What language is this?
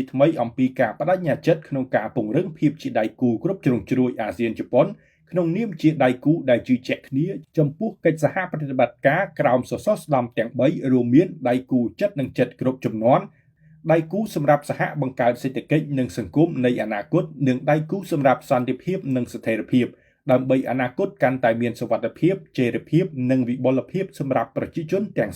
Khmer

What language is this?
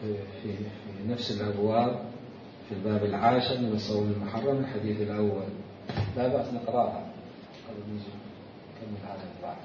Mesopotamian Arabic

